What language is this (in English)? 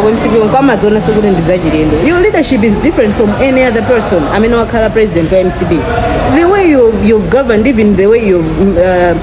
Nyanja